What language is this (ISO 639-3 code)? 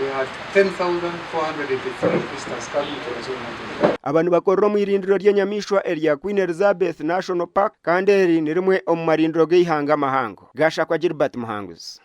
nyn